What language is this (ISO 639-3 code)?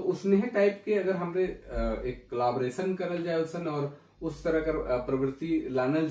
sck